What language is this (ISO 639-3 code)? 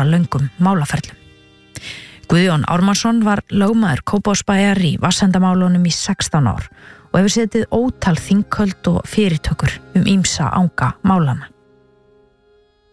isl